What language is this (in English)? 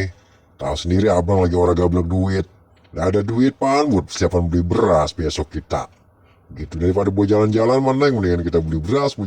Betawi